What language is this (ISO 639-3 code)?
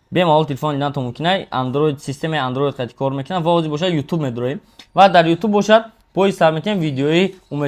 tgk